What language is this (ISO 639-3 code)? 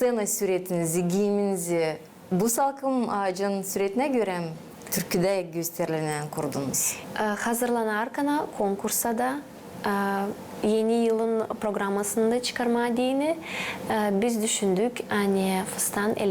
gag